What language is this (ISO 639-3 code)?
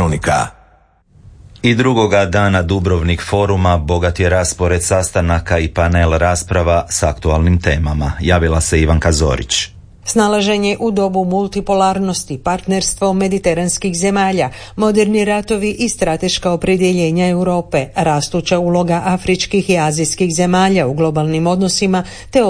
hrv